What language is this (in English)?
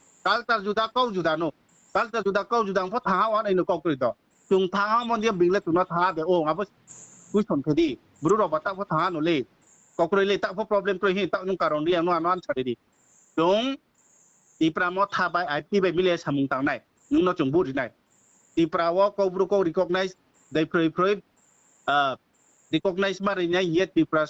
Riang (India)